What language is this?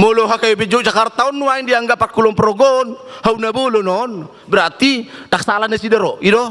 Batak Toba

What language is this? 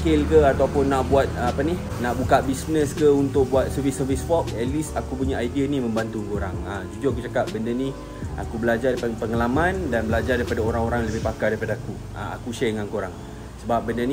Malay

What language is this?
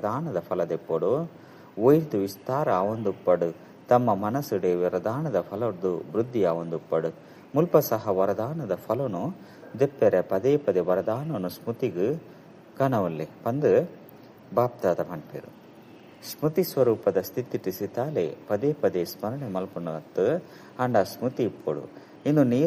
Tulu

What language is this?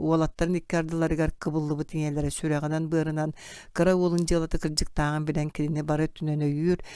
Yakut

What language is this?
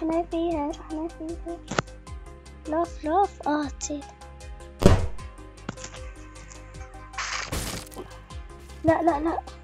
South Levantine Arabic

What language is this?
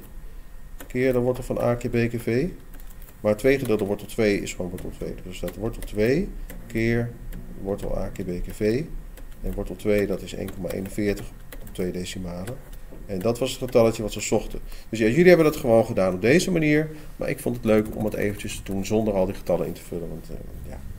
Dutch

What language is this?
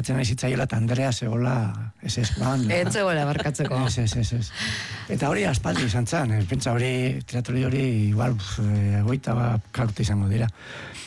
Basque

